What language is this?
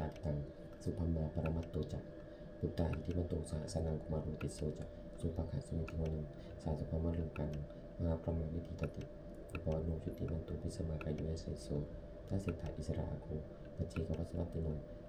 Pali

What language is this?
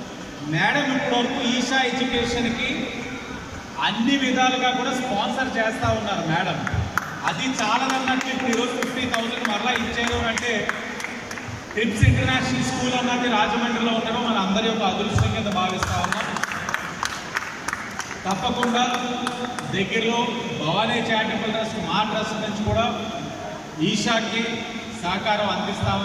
Telugu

